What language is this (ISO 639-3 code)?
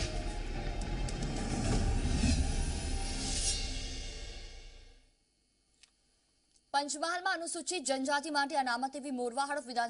guj